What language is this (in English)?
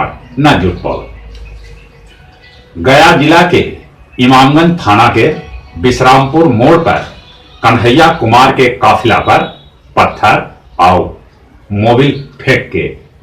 Magahi